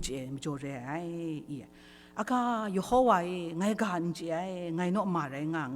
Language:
Kachin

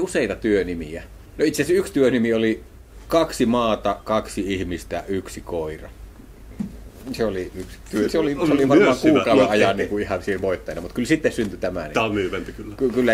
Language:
Finnish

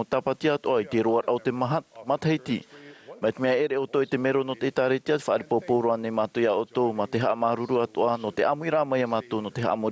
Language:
Tahitian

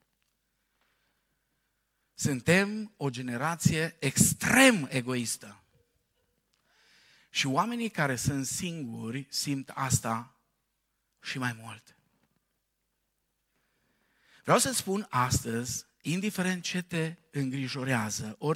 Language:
Romanian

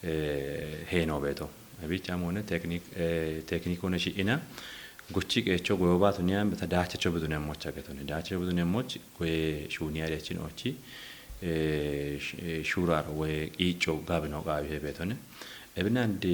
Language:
Kafa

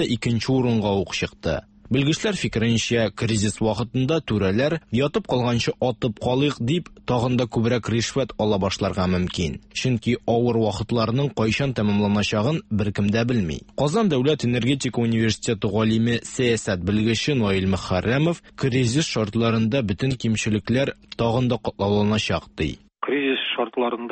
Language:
Tatar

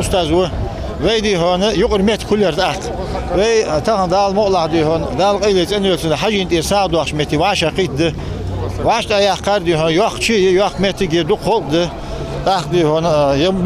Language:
Ingush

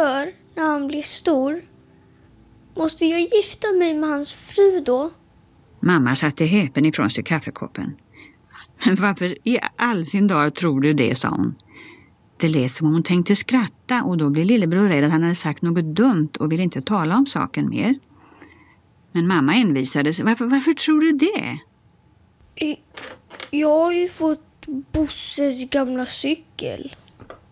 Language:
Swedish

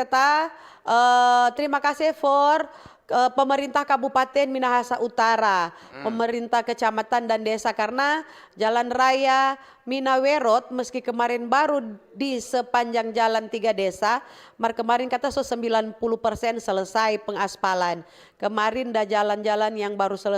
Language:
Manado Malay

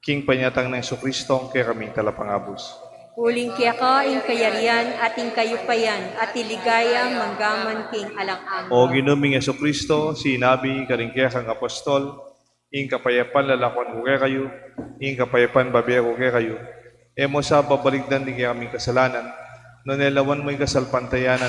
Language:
Pampanga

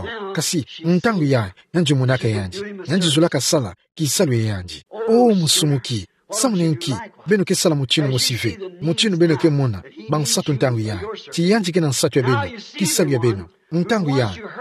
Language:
Kituba (Democratic Republic of Congo)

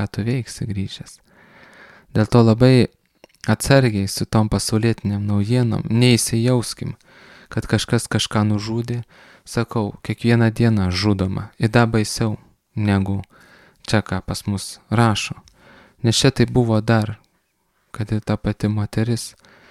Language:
Lithuanian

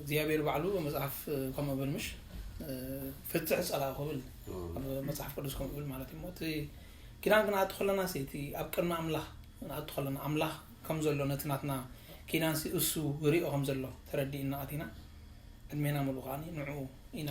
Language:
Tigrinya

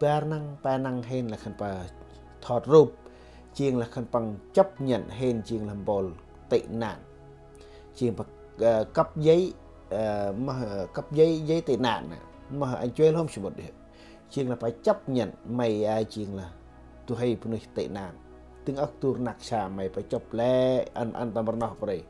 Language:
Central Mnong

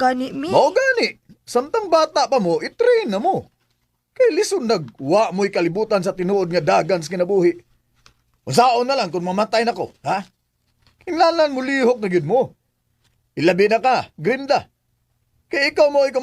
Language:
Cebuano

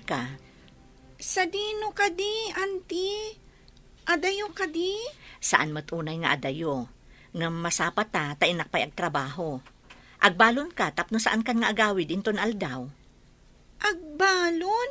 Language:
Iloko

